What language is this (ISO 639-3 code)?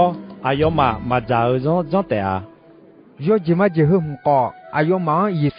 ahk